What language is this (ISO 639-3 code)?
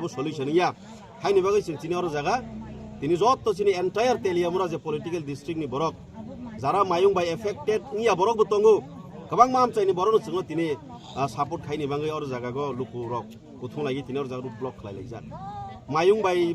trp